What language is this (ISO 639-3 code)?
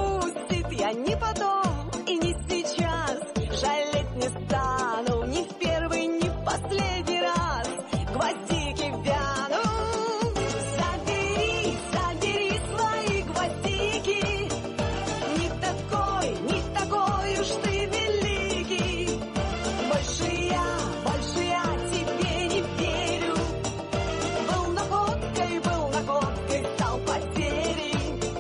rus